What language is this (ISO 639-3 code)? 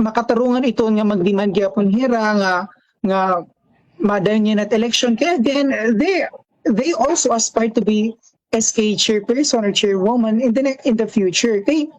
war